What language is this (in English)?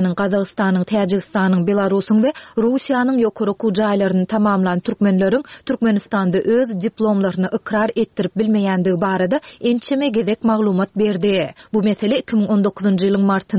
Turkmen